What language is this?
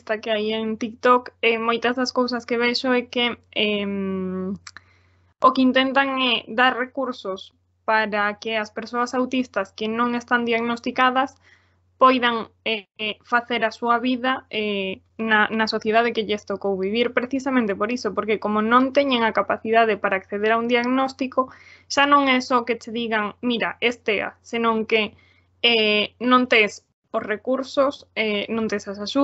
Galician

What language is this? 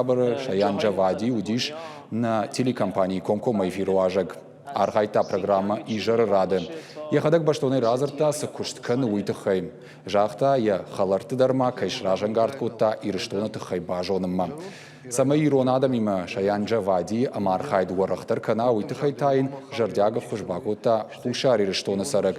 Ossetic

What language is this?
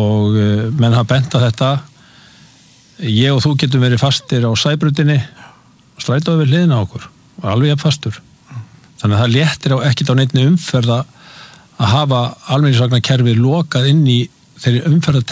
Icelandic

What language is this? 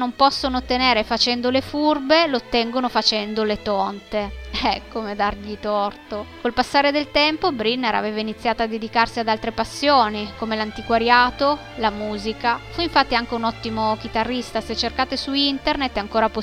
Italian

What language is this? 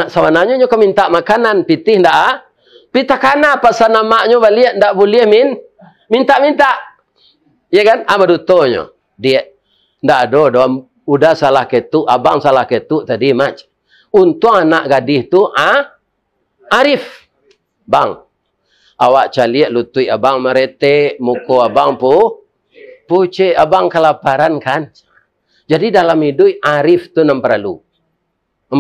Minangkabau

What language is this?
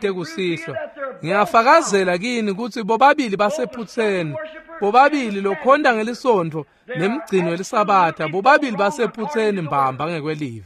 Swati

